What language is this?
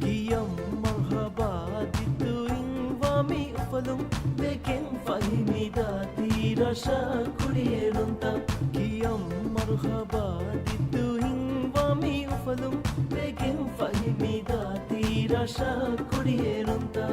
Divehi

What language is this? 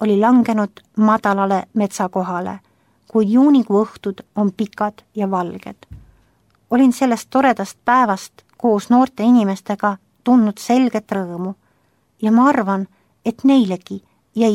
Estonian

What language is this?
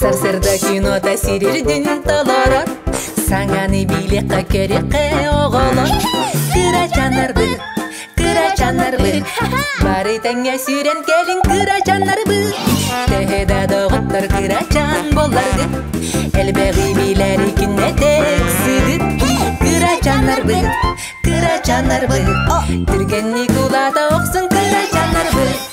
Yakut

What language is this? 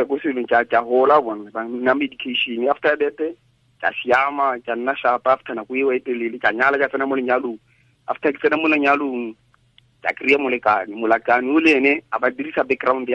Tswana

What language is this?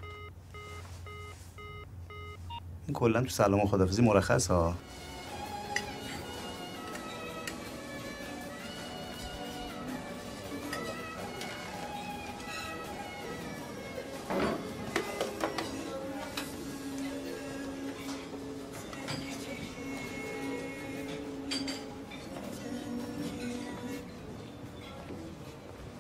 Persian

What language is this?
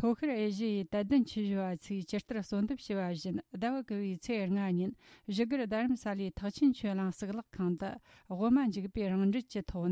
Tibetan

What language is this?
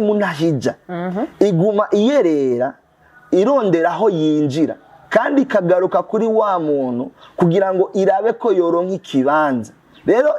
Rundi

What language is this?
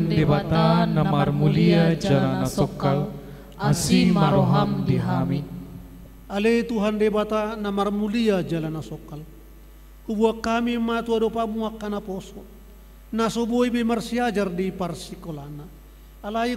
Batak Toba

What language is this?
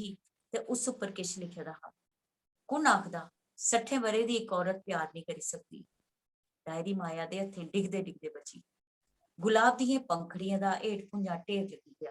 Dogri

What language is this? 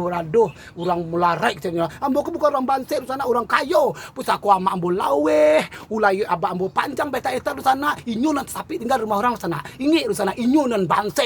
Minangkabau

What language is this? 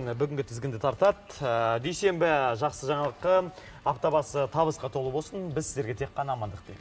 Kazakh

